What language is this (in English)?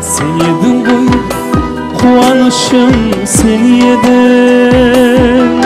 Kara-Kalpak